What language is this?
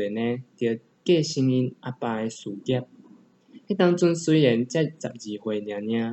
Min Nan Chinese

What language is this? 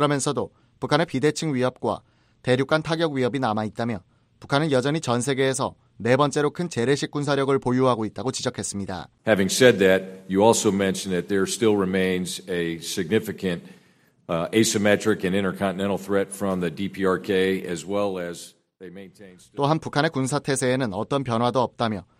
Korean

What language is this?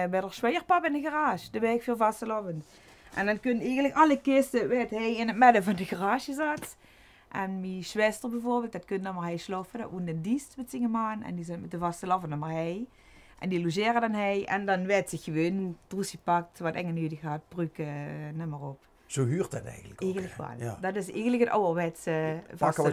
Limburgish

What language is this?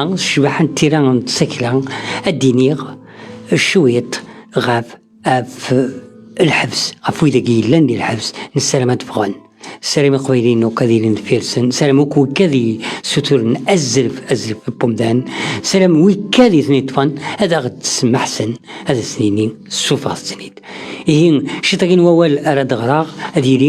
Kabyle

